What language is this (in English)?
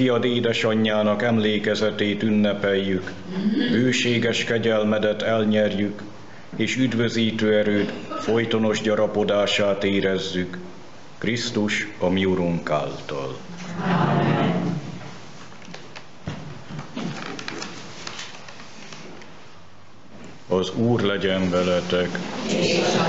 Hungarian